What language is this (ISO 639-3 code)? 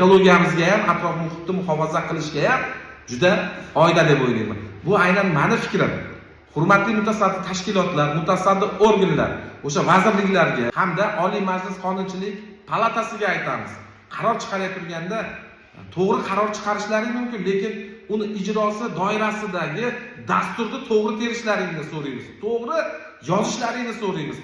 uzb